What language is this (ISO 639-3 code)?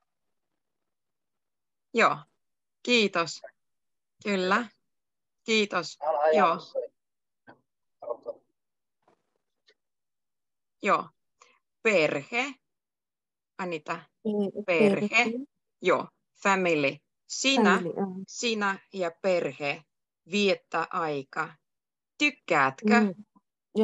fin